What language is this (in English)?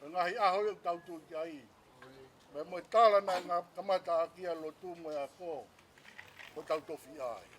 Tongan